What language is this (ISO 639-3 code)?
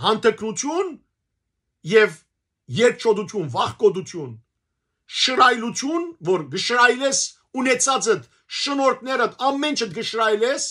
hyw